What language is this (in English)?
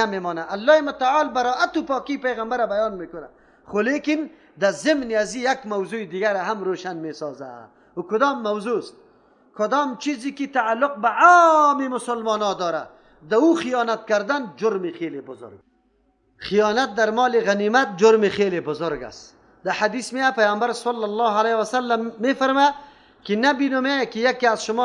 Persian